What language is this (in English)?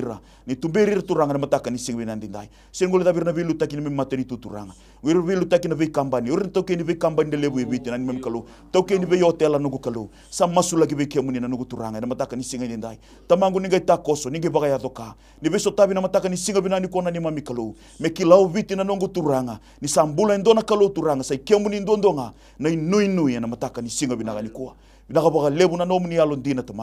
Fijian